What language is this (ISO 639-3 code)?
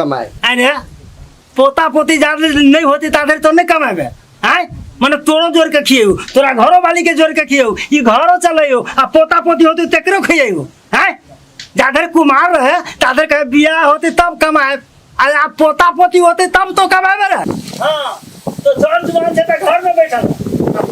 mai